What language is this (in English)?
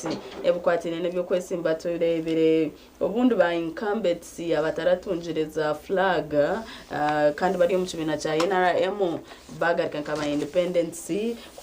Nyankole